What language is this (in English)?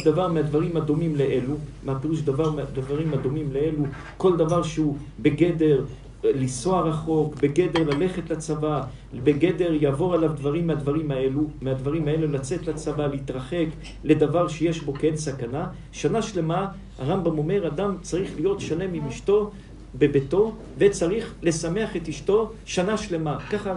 Hebrew